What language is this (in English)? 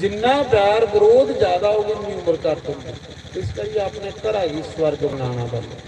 Dogri